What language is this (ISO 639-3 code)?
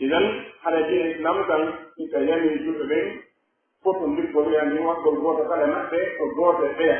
fuf